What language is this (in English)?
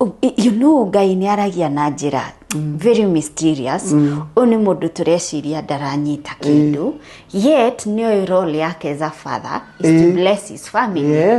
Kikuyu